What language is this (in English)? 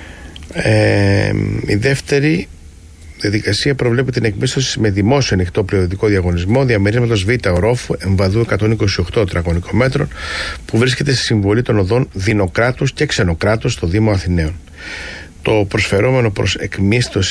Greek